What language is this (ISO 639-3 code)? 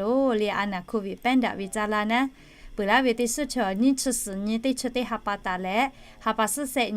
lhu